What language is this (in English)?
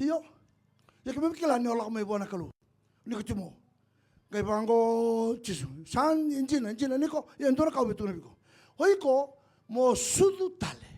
Fijian